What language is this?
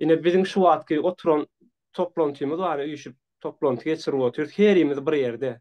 Turkmen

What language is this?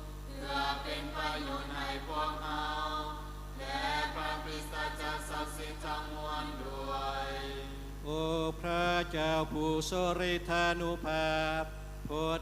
Lao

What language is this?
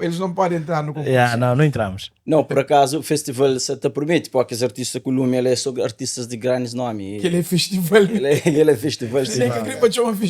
Kabuverdianu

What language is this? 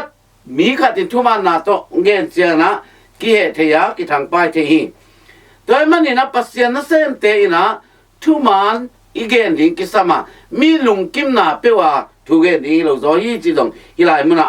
Tedim Chin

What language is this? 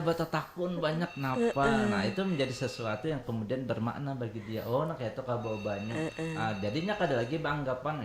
Banjar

